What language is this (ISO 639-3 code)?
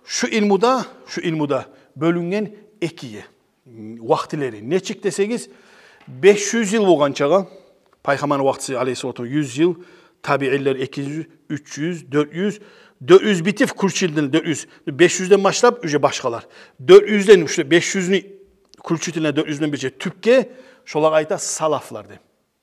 kum